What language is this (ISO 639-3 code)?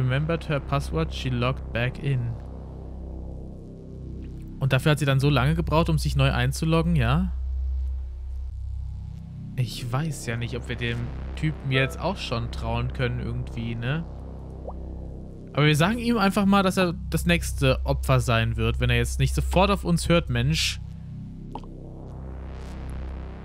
deu